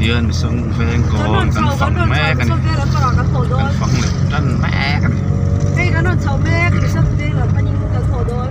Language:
Mizo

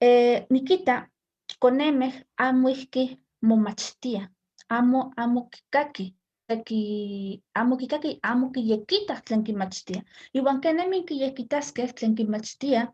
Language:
Eastern Huasteca Nahuatl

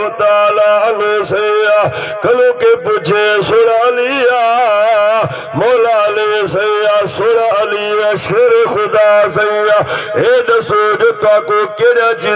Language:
Saraiki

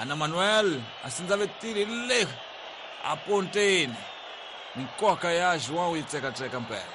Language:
Tsonga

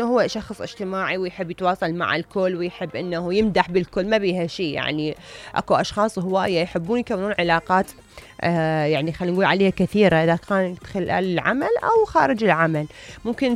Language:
Mesopotamian Arabic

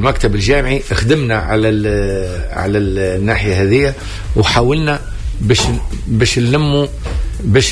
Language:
Tunisian Arabic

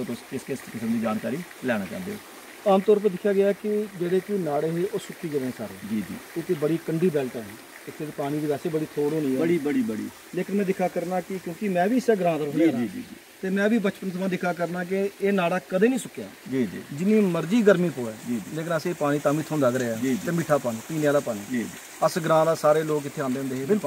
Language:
Dogri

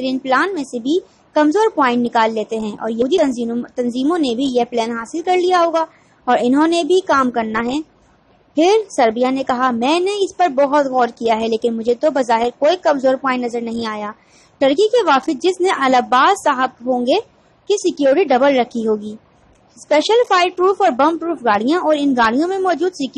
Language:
Urdu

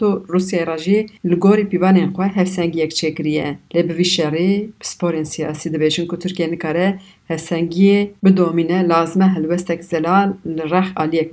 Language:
Kurdish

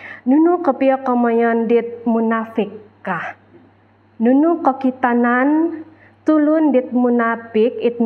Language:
Central Dusun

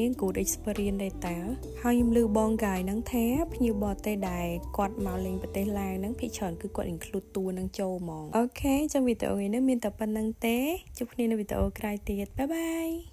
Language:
Khmer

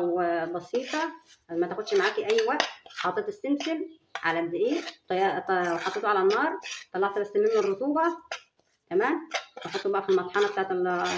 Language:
Egyptian Arabic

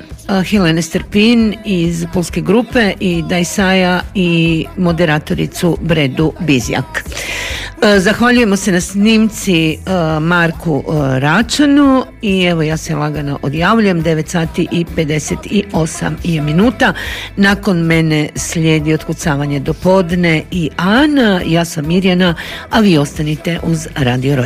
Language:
Croatian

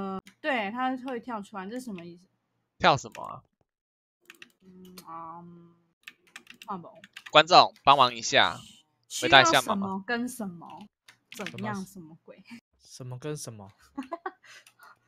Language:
Chinese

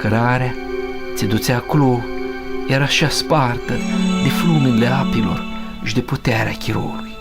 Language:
Aromanian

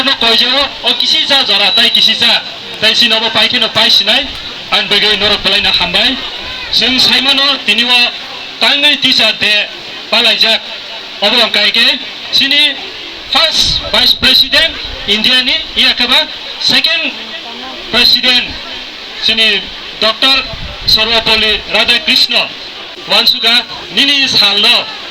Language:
Kok Borok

